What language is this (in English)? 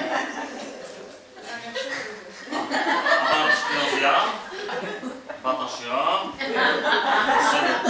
Hebrew